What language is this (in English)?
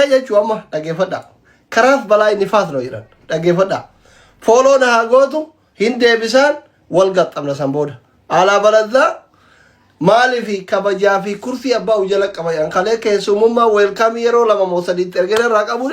Oromo